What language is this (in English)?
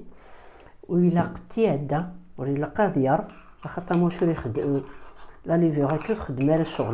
Kabyle